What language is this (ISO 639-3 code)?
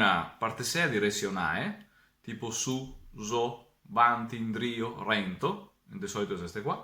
vec